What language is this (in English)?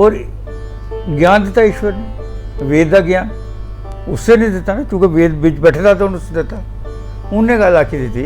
Dogri